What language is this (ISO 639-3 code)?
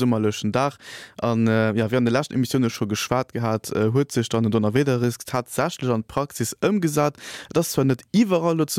ltz